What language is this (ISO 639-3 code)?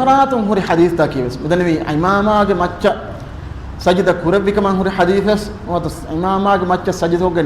div